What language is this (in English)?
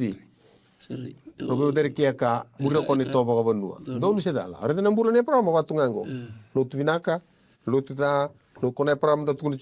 Fijian